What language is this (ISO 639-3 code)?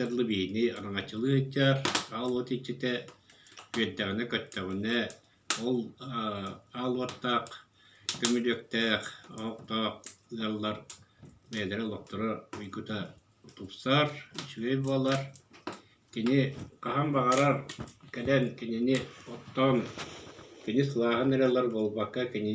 sah